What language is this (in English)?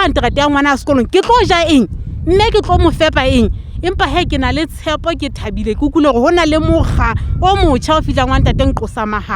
Southern Sotho